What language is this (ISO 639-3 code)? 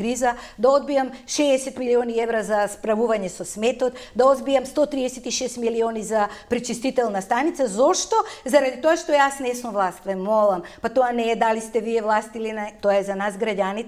mkd